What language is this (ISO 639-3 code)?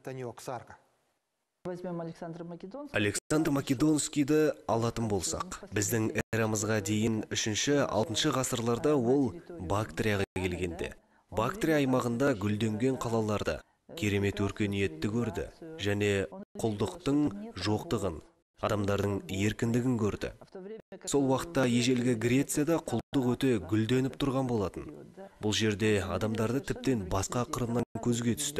kaz